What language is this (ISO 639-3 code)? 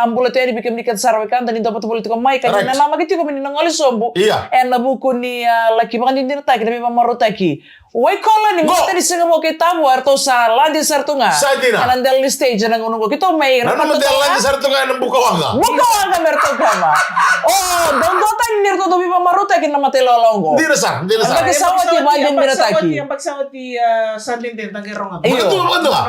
fij